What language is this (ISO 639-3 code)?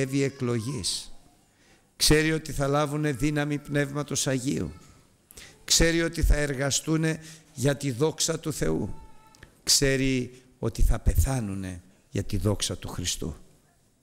ell